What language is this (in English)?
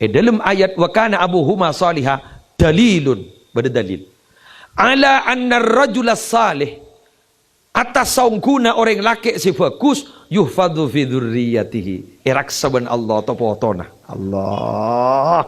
Madurese